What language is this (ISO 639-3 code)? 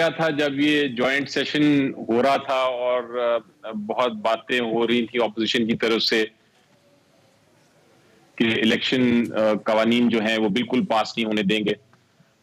urd